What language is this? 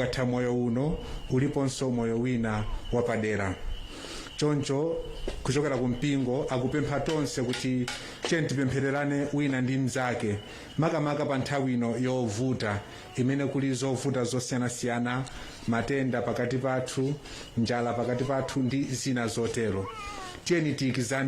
Nyanja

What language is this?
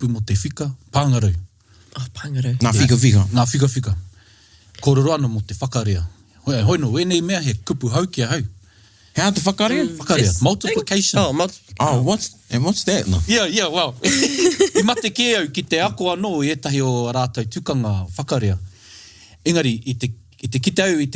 Māori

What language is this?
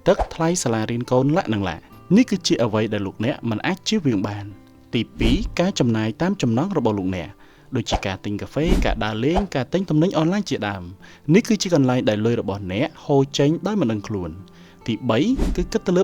Khmer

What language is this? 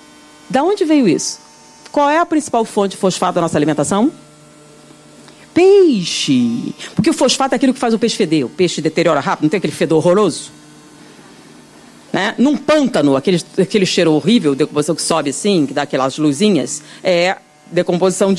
Portuguese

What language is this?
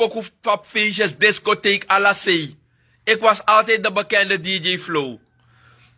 Sranan Tongo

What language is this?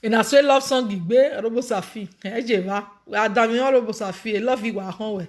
Nigerian Pidgin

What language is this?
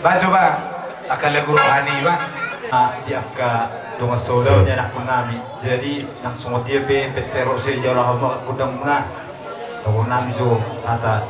Batak Toba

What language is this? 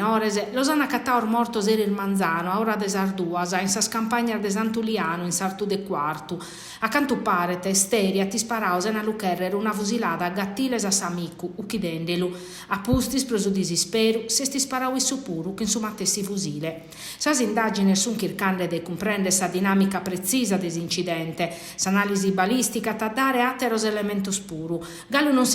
Sardinian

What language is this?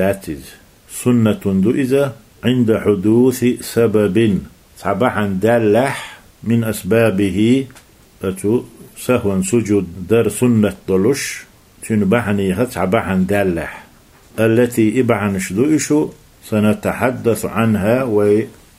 Chechen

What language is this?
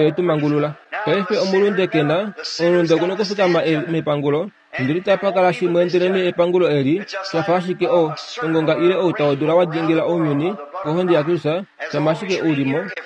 Kuanyama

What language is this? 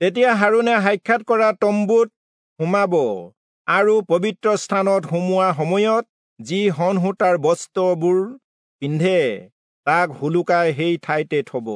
Assamese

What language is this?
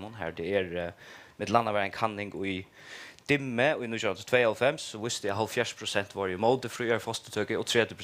Faroese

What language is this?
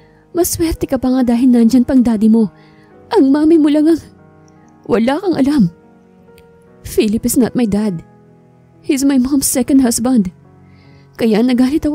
Filipino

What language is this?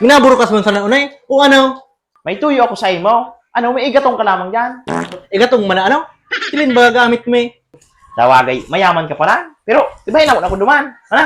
Bikol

